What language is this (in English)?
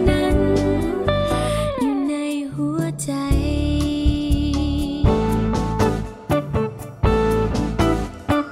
Thai